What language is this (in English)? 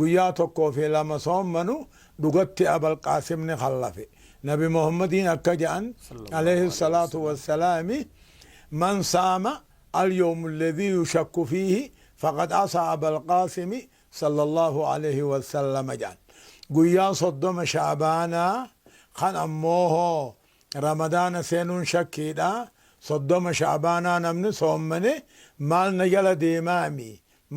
Oromo